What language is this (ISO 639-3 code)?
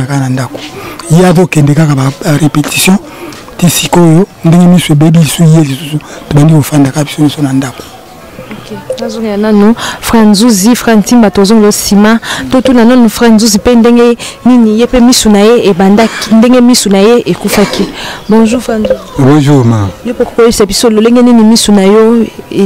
lin